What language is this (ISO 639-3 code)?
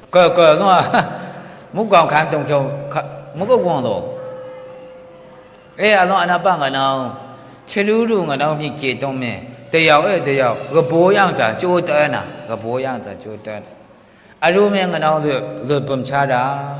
mhx